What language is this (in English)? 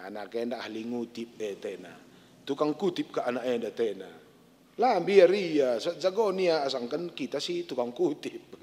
Batak Karo